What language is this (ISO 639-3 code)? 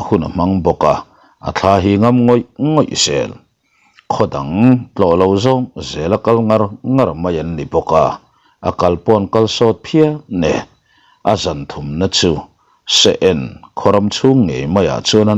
lus